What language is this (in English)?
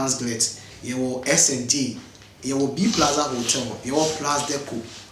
Akan